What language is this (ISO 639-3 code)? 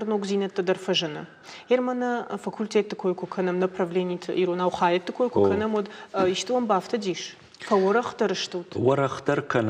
oss